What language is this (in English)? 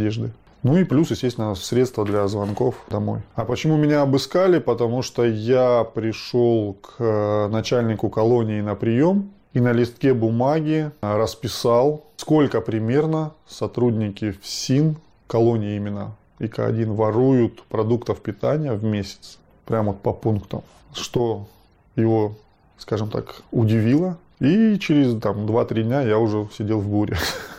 Russian